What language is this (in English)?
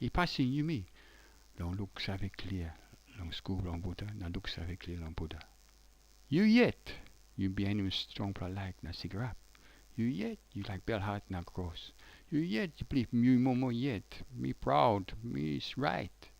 Tok Pisin